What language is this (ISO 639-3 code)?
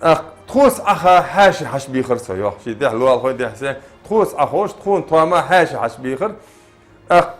inh